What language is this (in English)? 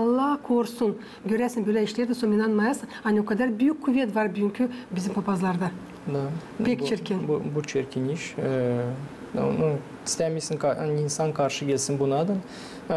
Gagauz